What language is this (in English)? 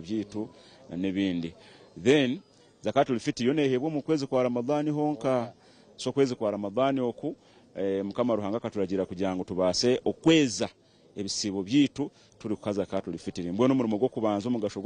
Nyankole